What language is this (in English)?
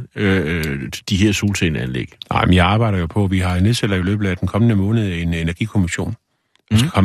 Danish